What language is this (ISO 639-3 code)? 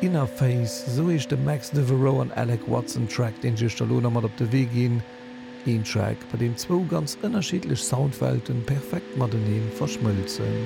ltz